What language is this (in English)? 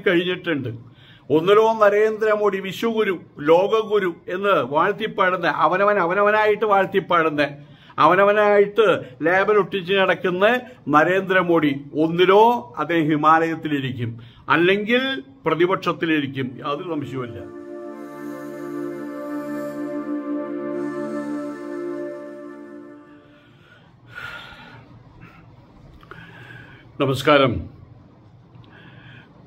Malayalam